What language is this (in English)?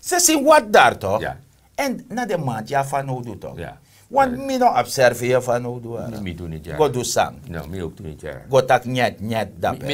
Sranan Tongo